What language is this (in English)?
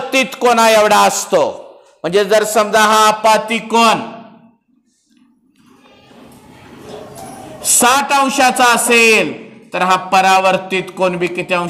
Marathi